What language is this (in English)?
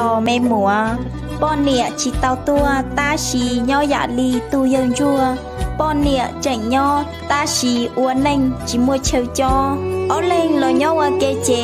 Hmong